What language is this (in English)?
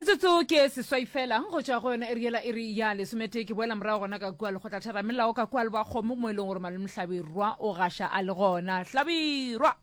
Northern Sotho